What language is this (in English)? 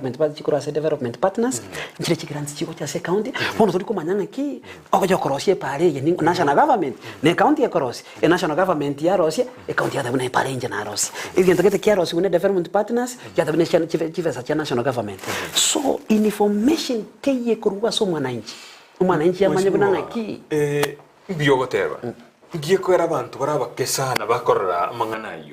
Gusii